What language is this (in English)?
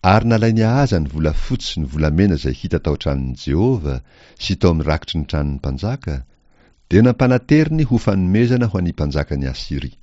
Malagasy